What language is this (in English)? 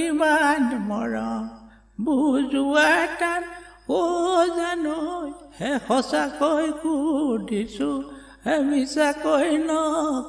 Assamese